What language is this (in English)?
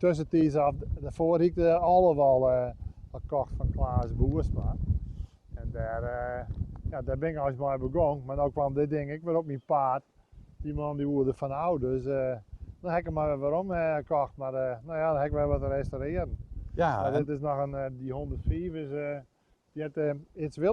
Western Frisian